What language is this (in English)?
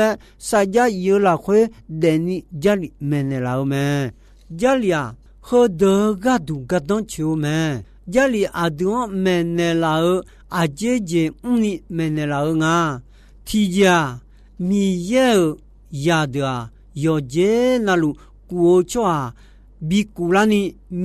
Akha